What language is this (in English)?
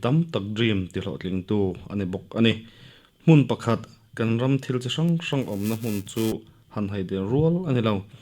Mizo